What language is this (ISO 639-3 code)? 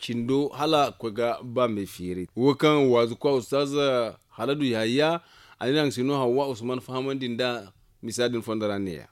dje